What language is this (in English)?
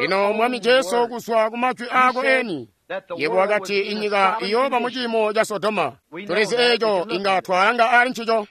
Tonga (Zambia)